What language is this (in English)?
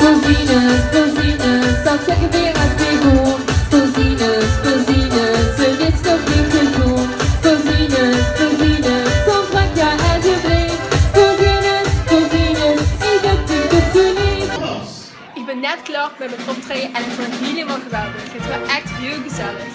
Limburgish